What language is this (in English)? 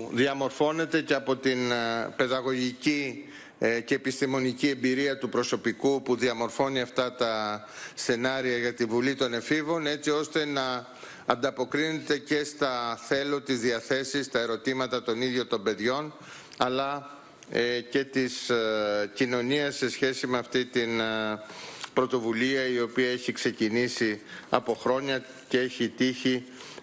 Greek